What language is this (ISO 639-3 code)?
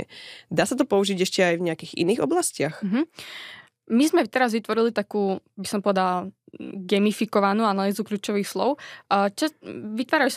slk